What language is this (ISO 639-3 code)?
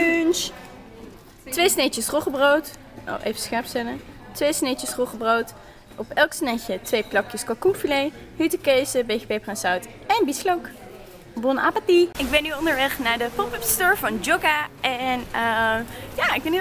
nld